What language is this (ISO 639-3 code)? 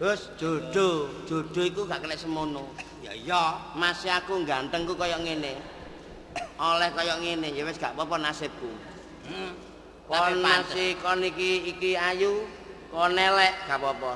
jav